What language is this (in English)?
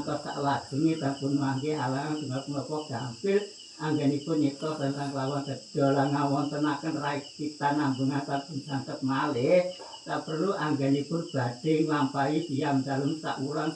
Javanese